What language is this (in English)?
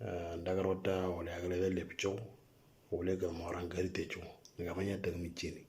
Moro